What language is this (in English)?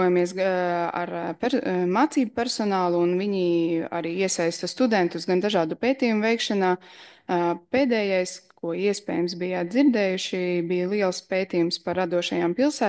Latvian